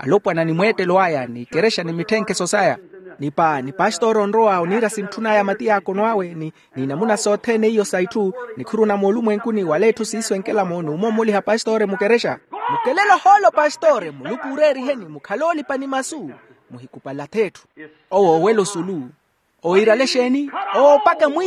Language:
Makhuwa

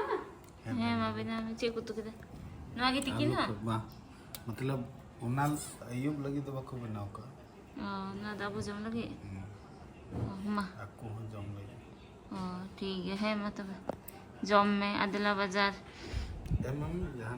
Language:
Santali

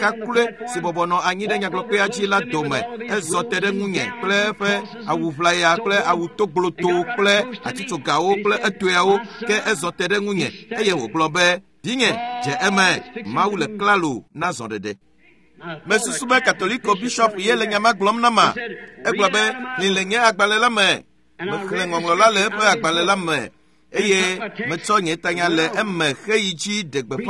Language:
Ewe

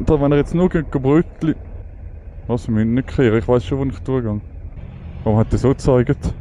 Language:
Swiss German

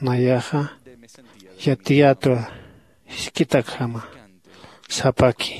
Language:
Aymara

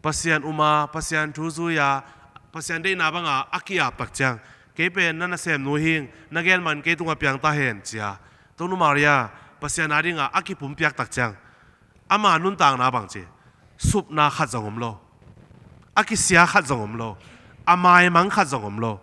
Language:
Tedim Chin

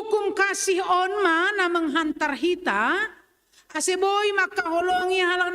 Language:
Batak Simalungun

